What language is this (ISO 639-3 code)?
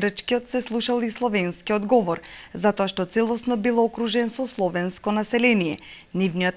mkd